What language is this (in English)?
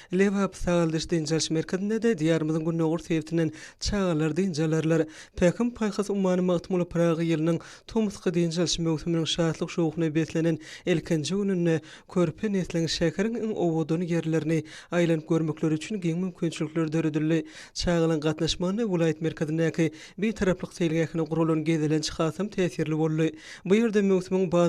Turkmen